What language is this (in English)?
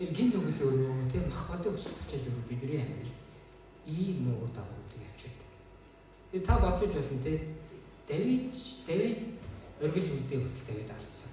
Mongolian